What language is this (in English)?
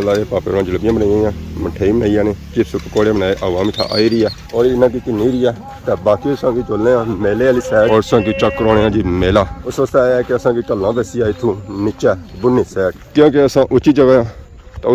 Pahari-Potwari